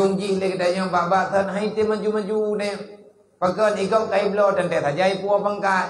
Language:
Achinese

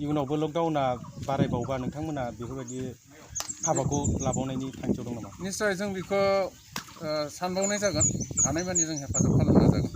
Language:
Bodo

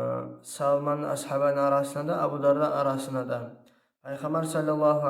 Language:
Kumyk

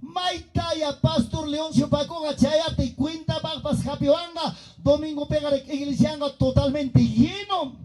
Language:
Ayacucho Quechua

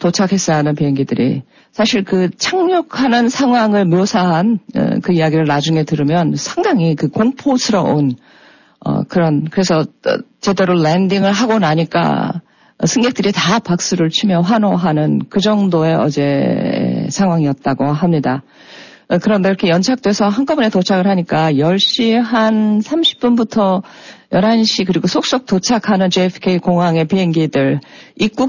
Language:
Korean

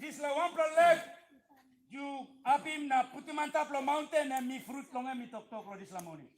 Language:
Tok Pisin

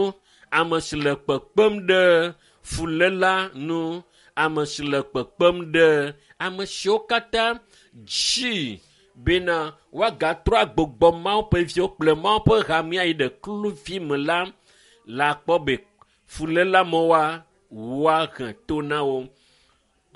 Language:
Ewe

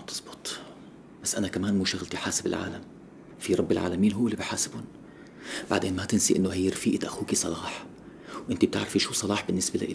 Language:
North Levantine Arabic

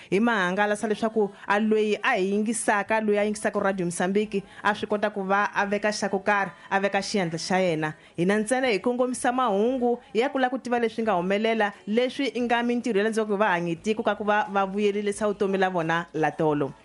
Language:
Tsonga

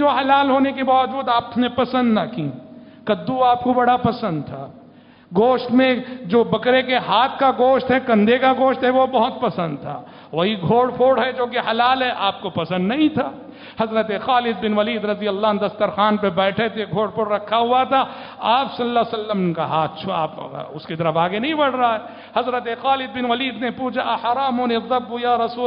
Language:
Urdu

